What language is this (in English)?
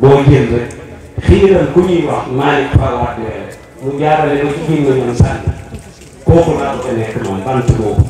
Wolof